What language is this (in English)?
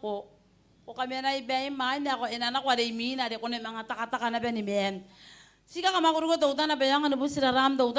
Gilbertese